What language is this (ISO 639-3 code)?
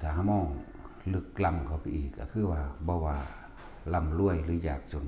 tts